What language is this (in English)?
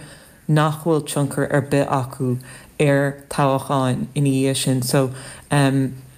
Irish